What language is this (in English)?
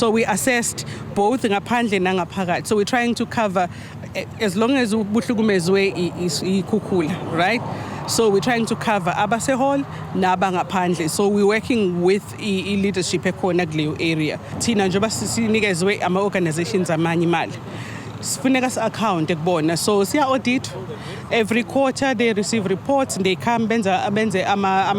Zulu